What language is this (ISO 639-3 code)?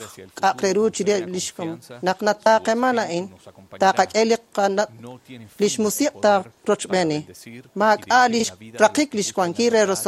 kek